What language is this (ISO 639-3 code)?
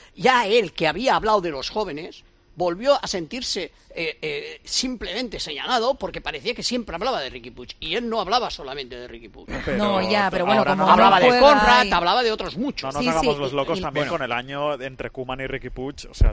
spa